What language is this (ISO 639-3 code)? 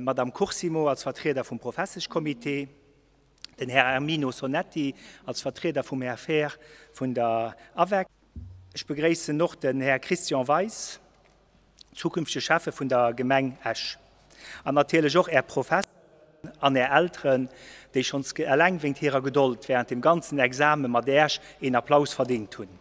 ltz